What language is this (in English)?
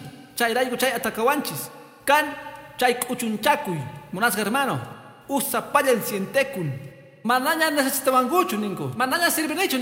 Quechua